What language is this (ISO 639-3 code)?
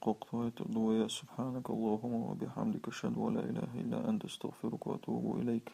che